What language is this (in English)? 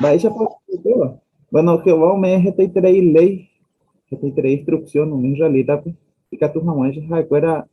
Guarani